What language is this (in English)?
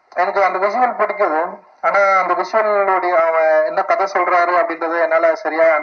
Tamil